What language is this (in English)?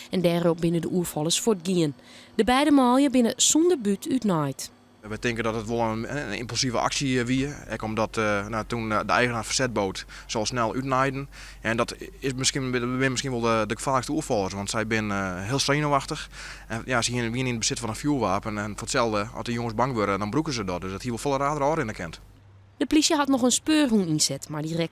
Western Frisian